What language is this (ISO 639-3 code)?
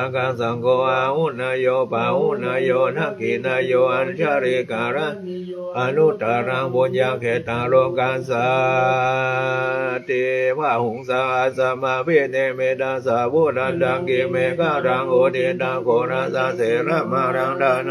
pli